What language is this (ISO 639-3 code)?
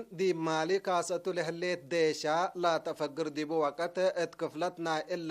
tig